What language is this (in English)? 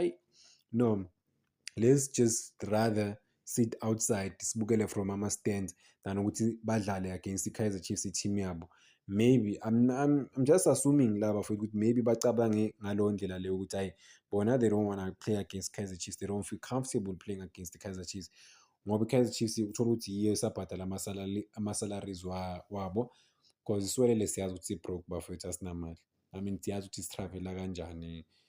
Zulu